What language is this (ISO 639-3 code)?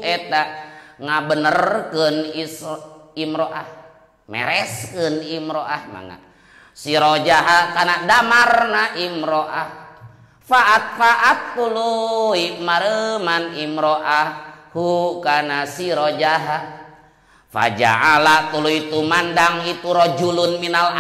sun